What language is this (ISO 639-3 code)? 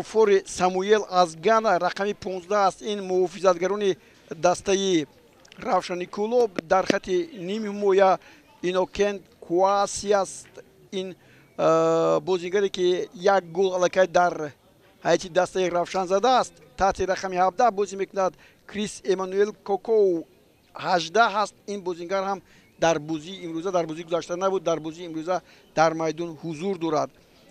tgk